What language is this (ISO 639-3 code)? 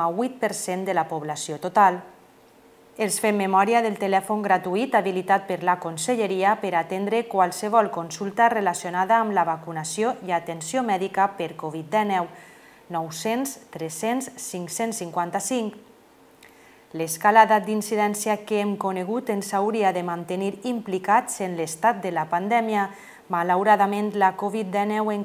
cat